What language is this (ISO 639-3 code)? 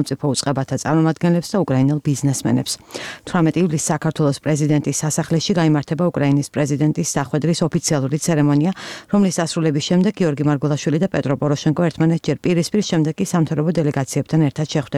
kat